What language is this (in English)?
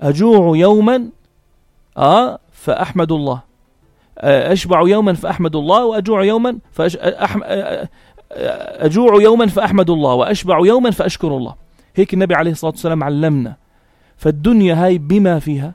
North Levantine Arabic